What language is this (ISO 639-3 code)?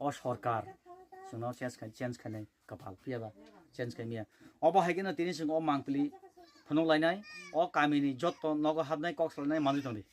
trp